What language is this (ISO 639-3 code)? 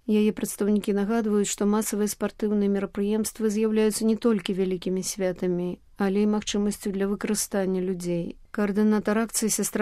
bel